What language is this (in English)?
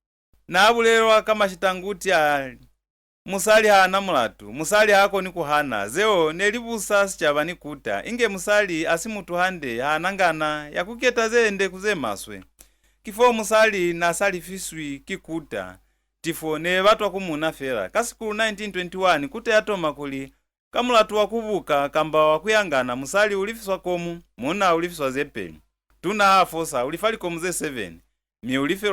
Lozi